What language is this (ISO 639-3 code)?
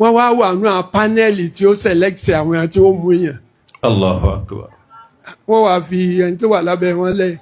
yor